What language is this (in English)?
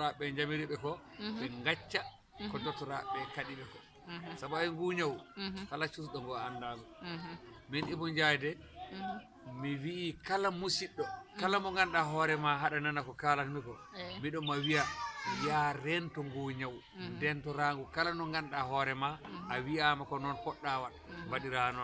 Fula